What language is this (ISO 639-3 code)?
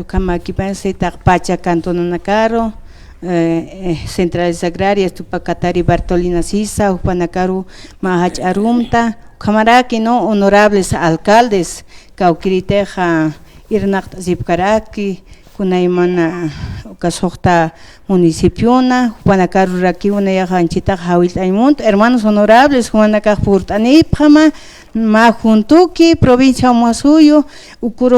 aym